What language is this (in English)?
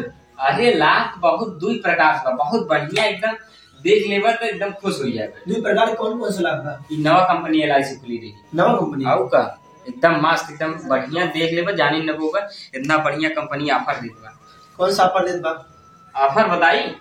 Awadhi